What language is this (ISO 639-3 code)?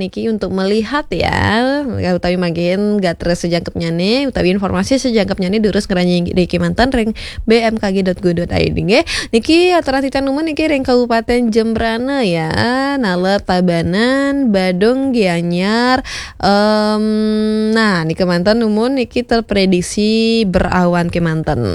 ban